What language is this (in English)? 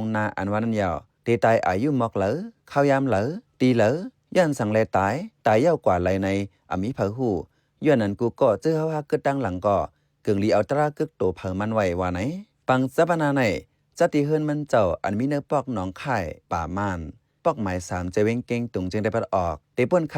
Shan